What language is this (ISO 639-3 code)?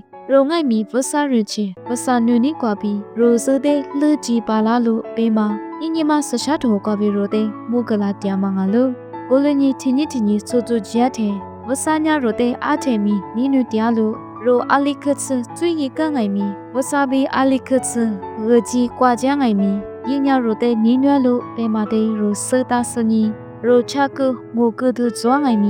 lis